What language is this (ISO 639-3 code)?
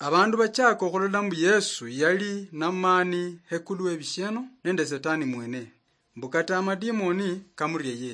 luy